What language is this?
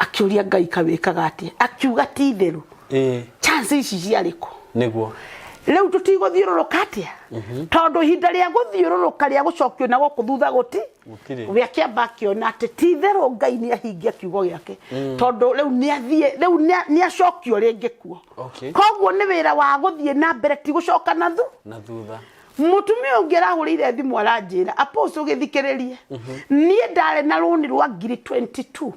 Kikuyu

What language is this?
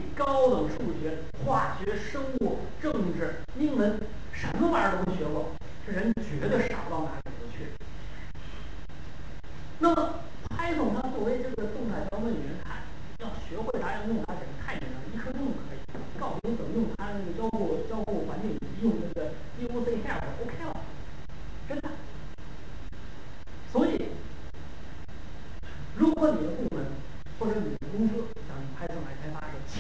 Chinese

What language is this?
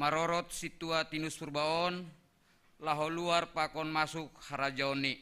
Batak Simalungun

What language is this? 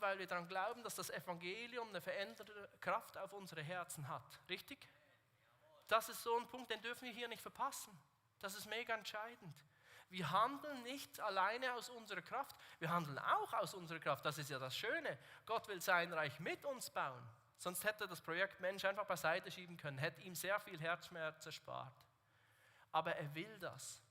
Swiss German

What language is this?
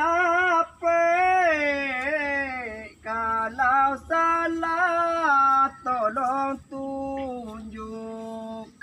Minangkabau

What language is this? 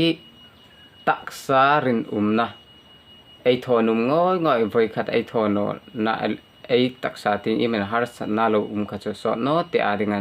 Hmar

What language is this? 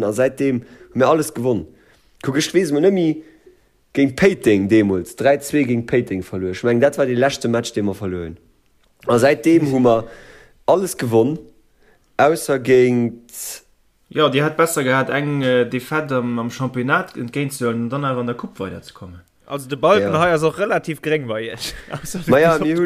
Luxembourgish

